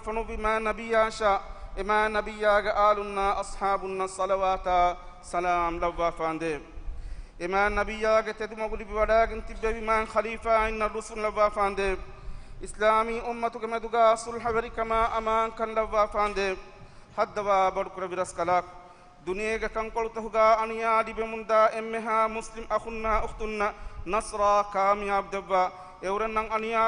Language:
Divehi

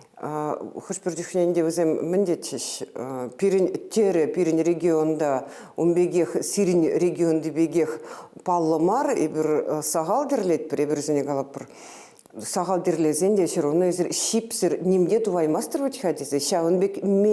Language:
Chuvash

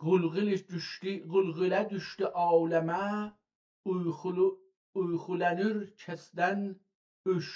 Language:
South Azerbaijani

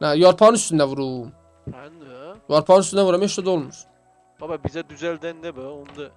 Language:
South Azerbaijani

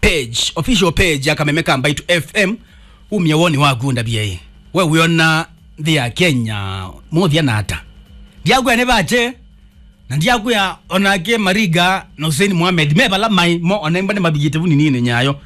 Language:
Kamba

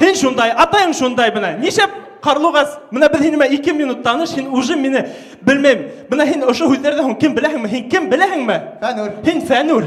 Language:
Bashkir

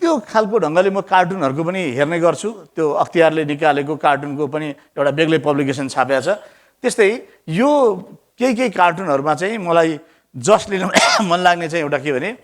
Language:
Nepali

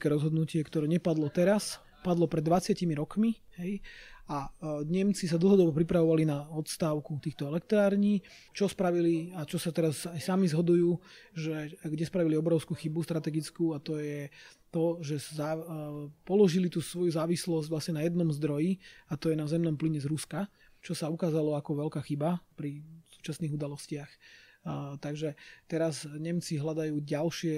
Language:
Slovak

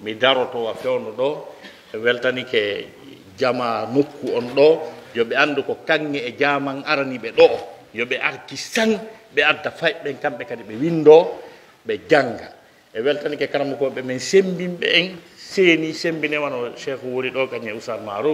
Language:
Pular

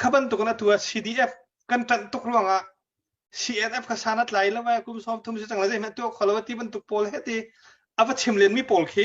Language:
Hakha Chin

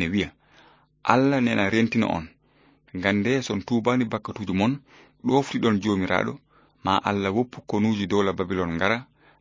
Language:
Fula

